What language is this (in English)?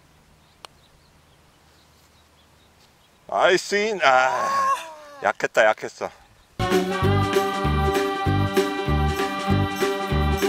Korean